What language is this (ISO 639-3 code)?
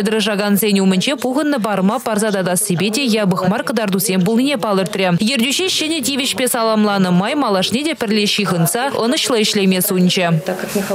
chv